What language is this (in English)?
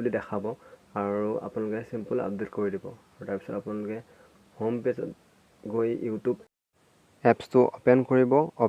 Assamese